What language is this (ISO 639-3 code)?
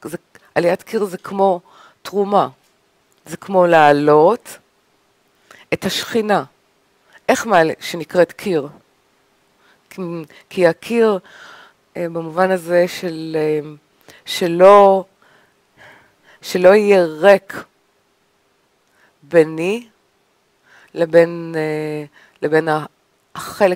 heb